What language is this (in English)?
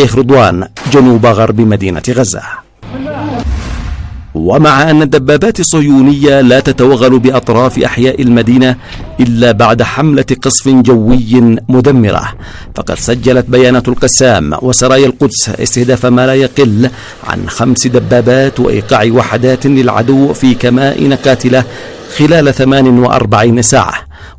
Arabic